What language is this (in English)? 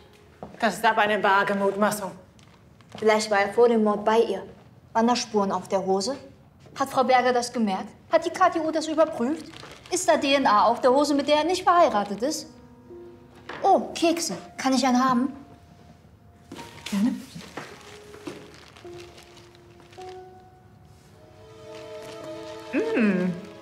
German